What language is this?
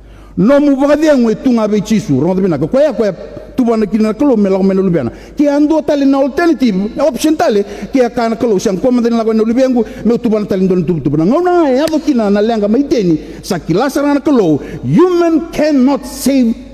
Fijian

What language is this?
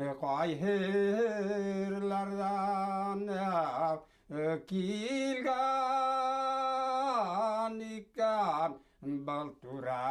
Bashkir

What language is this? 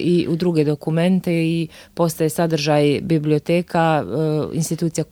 Bosnian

